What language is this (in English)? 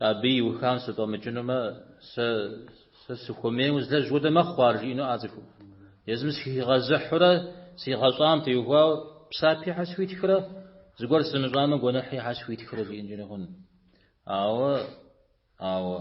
Kabardian